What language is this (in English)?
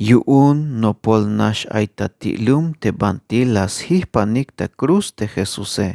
Tzeltal